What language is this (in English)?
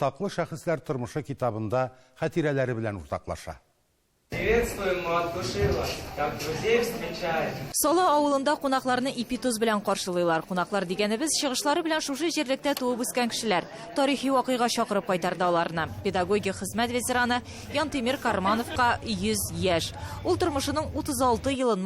Tatar